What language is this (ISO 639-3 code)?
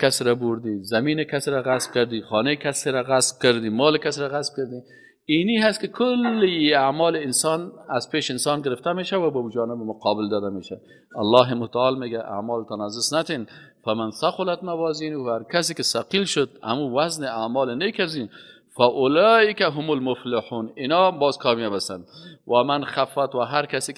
fas